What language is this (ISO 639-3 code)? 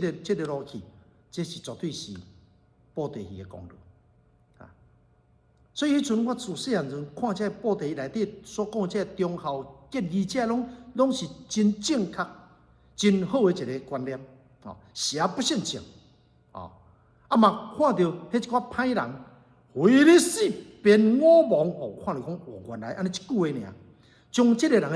nan